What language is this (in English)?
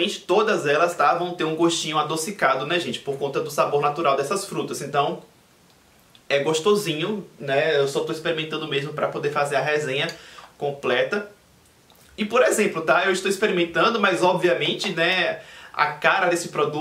Portuguese